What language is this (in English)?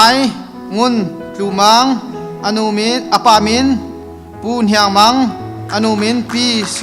Hakha Chin